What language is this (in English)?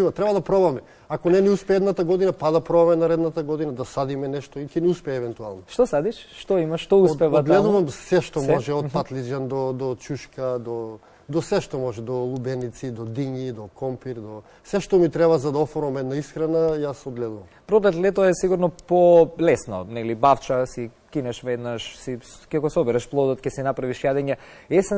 Macedonian